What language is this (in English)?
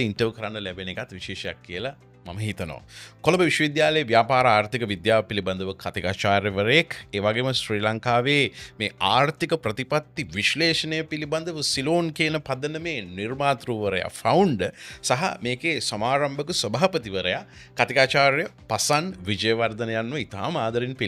Sinhala